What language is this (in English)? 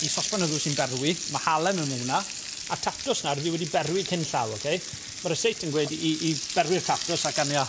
Welsh